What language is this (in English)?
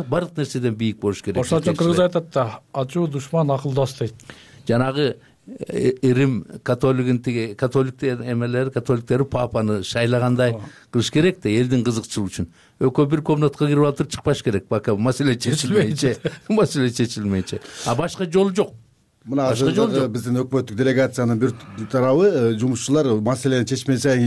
Kyrgyz